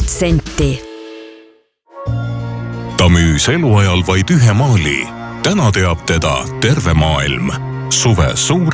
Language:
Estonian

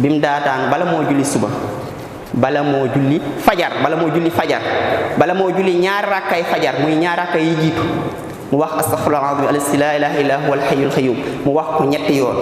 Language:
Wolof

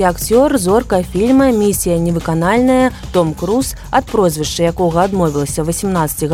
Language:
Belarusian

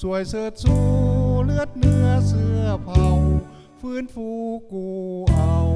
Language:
Lao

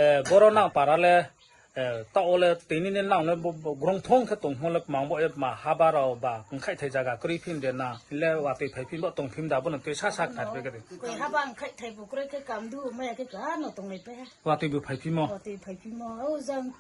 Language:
Riang (India)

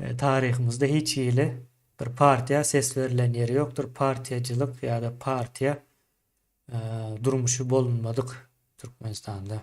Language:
Turkmen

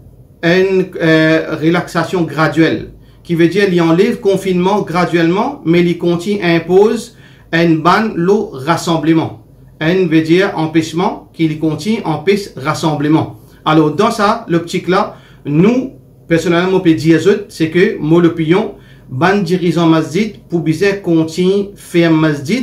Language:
Morisyen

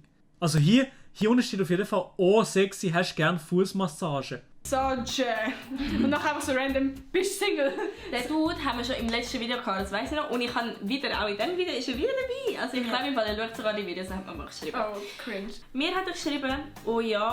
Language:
Swiss German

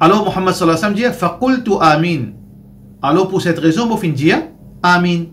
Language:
Morisyen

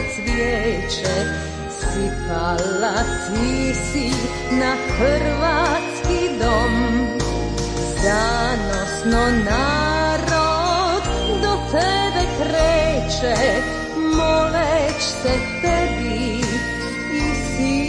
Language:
Croatian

